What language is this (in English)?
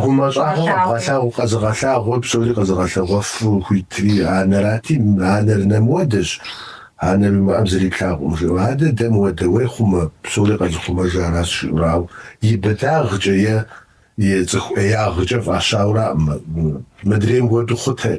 Kabardian